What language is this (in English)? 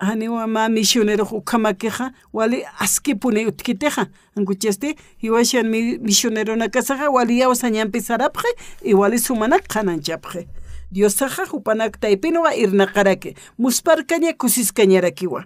Aymara